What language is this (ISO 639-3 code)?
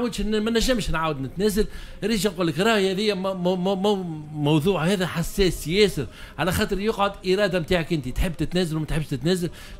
aeb